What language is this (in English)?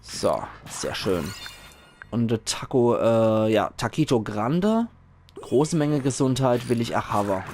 Palatine German